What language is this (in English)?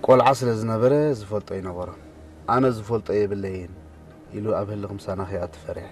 Tigrinya